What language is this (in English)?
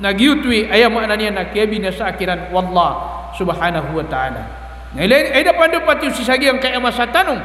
Maranao